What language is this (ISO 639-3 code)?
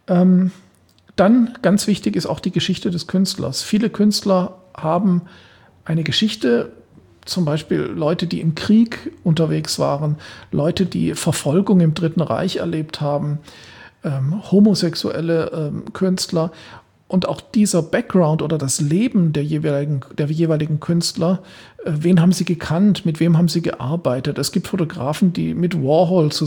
deu